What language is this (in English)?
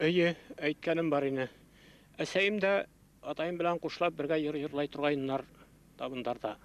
Bashkir